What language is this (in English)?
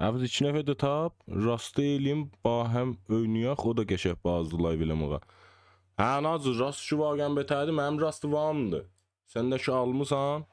South Azerbaijani